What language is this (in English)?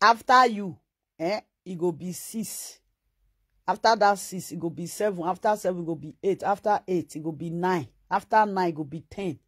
Nigerian Pidgin